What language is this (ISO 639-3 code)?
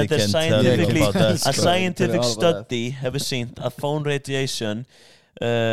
isl